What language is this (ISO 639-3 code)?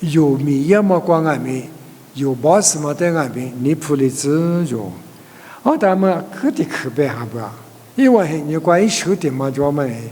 lis